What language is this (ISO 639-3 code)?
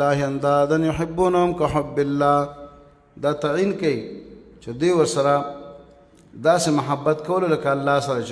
pus